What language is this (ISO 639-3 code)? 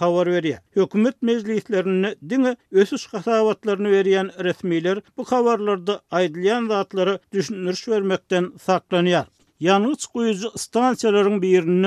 tuk